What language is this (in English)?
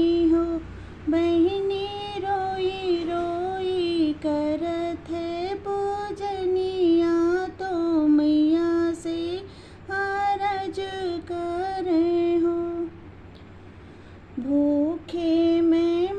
Bhojpuri